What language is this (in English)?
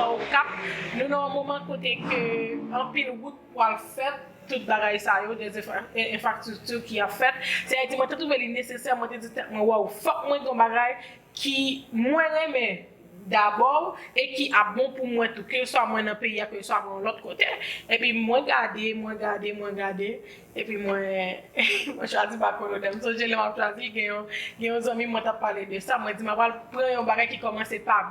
Haitian Creole